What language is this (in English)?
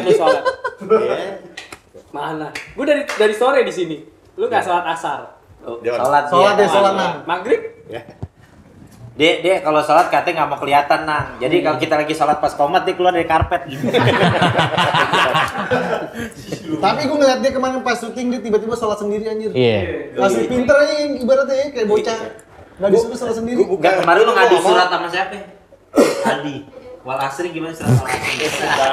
Indonesian